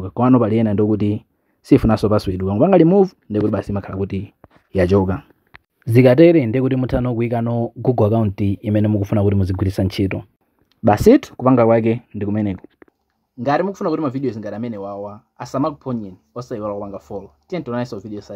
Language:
Nyanja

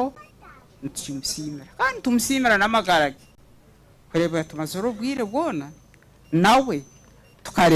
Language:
Nyankole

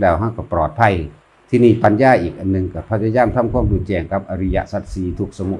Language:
Northeastern Thai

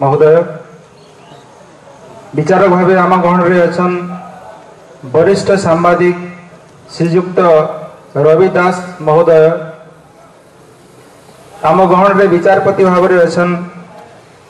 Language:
Odia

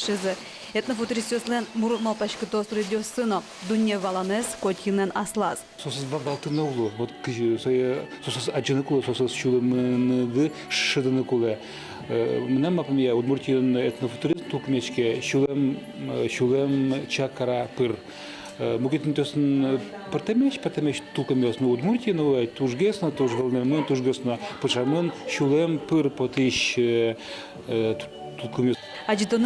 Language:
Udmurt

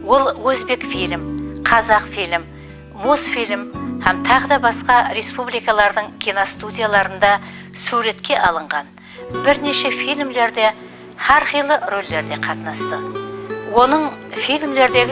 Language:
Kara-Kalpak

